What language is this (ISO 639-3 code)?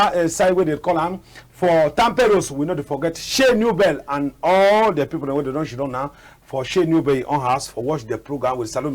wes